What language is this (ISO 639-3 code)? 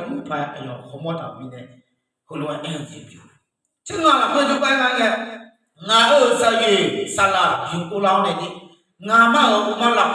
ahk